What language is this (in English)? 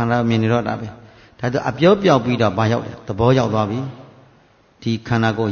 Burmese